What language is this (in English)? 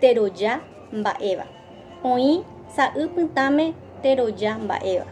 Guarani